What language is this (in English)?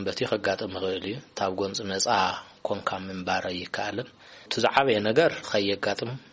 Tigrinya